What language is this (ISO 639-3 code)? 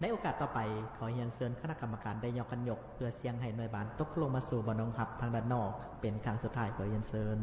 lao